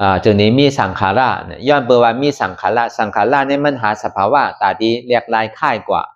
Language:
Shan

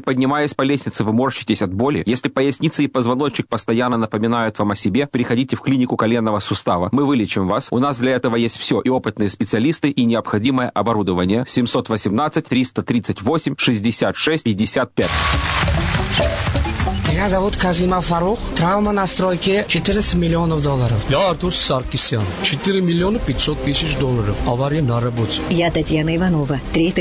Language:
Russian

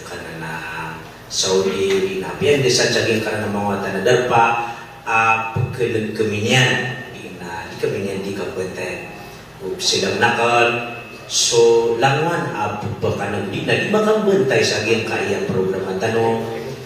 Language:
Maranao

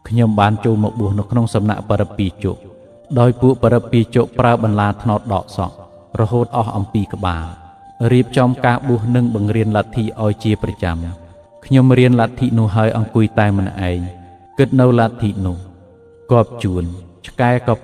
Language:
Khmer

